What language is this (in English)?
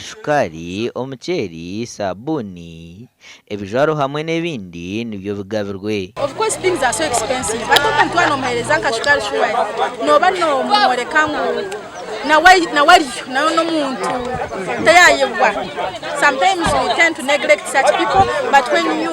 Nyankole